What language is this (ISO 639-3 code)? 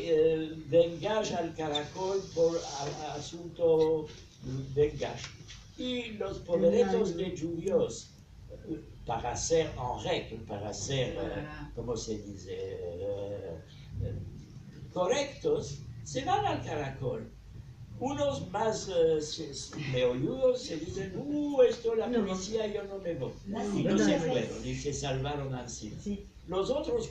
lad